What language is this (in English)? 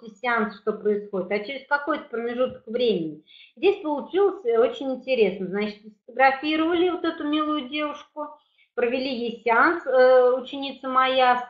Russian